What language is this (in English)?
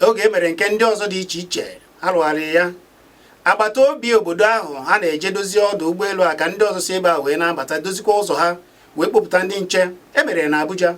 Igbo